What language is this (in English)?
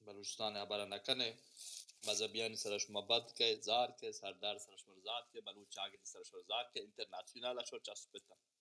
Baluchi